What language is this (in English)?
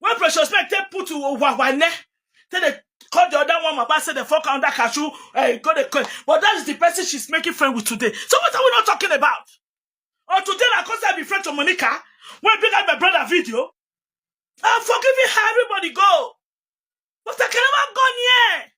Nigerian Pidgin